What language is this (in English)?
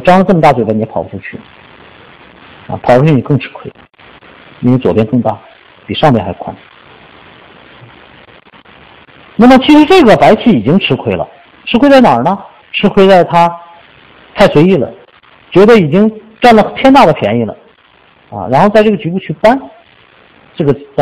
Chinese